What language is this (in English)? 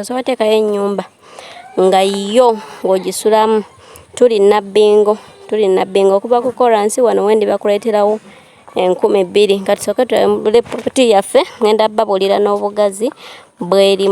Ganda